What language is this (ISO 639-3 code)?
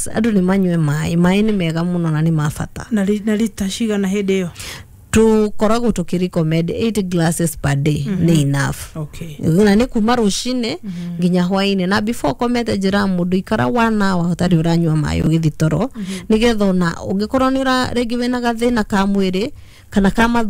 kik